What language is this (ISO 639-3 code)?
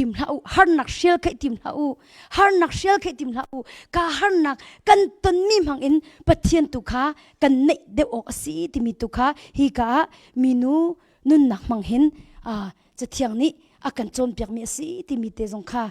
cnh